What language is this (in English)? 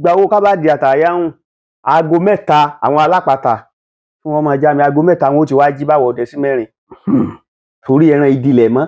Yoruba